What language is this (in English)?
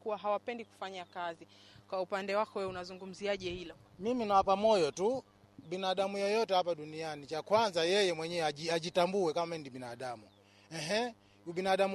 Swahili